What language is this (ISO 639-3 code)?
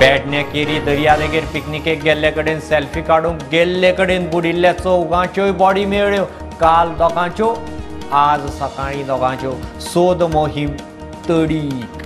kok